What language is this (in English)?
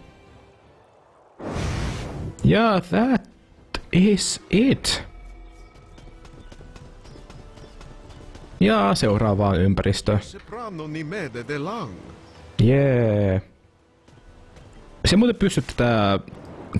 Finnish